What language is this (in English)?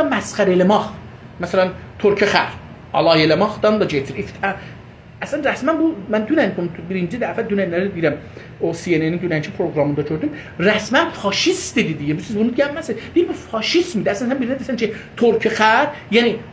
South Azerbaijani